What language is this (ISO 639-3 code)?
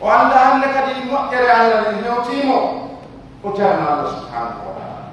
fuf